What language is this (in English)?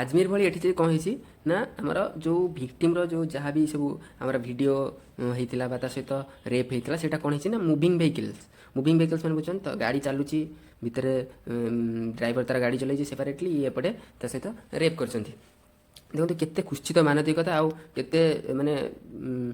Odia